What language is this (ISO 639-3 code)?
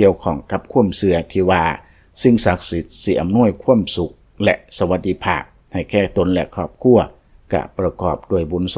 lao